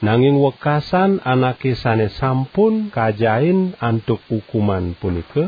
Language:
Balinese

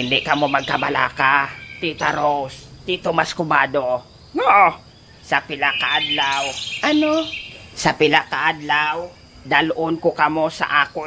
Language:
Hiligaynon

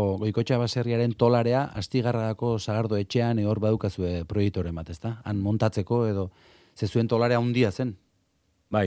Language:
Basque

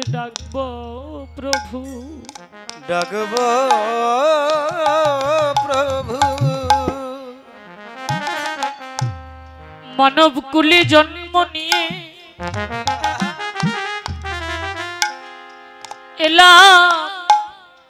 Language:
Bangla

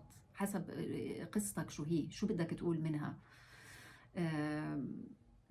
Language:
North Levantine Arabic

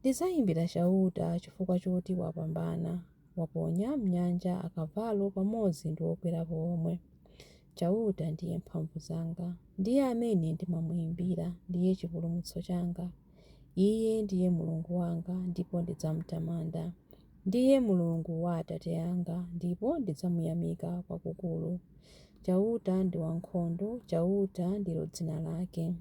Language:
Nyanja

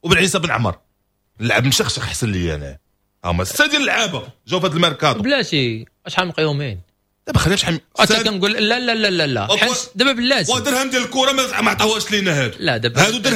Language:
Moroccan Arabic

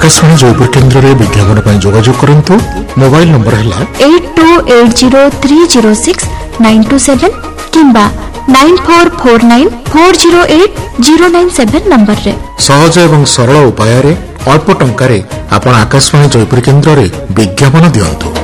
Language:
Odia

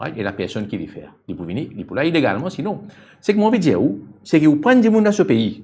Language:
Morisyen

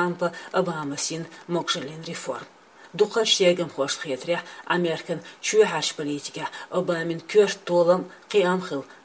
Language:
Chechen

